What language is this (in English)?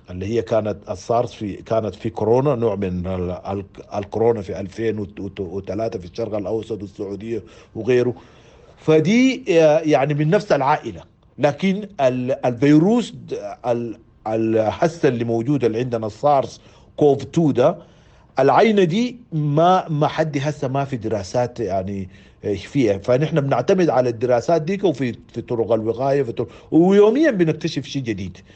Sudanese Arabic